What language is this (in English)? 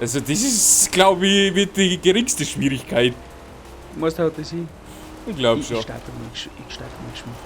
Bavarian